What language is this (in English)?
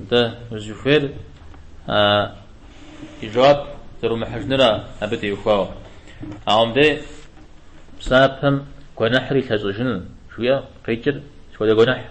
Kabardian